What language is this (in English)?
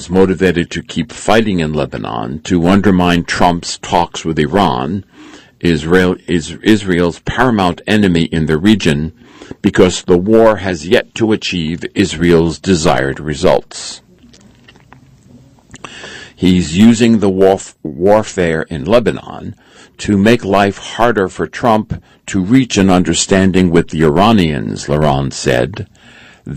English